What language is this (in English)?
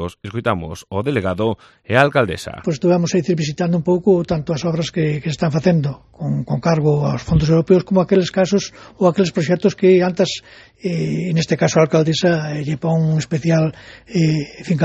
Galician